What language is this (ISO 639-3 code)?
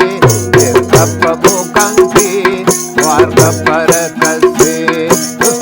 brh